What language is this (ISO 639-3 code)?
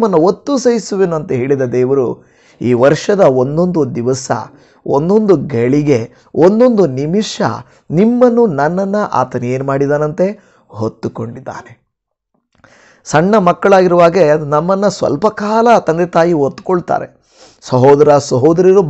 kan